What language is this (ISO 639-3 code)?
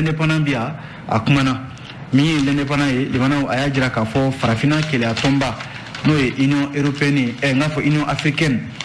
bam